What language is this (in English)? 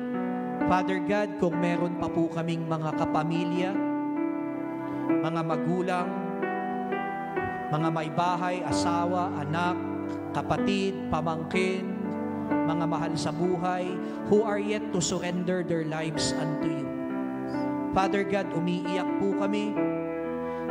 Filipino